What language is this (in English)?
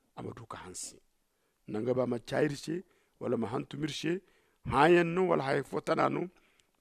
Zarma